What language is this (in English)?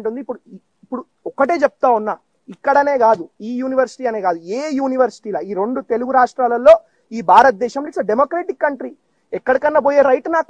Telugu